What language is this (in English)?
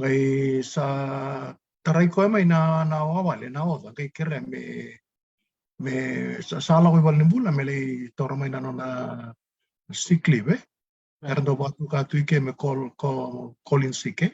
Fijian